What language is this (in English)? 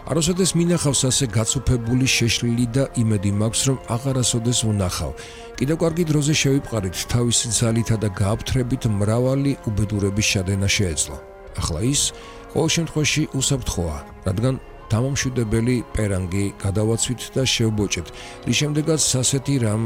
Georgian